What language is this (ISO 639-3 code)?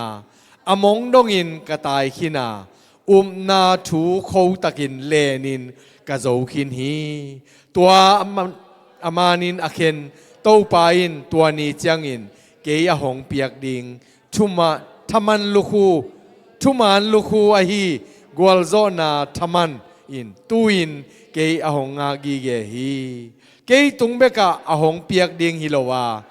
ctd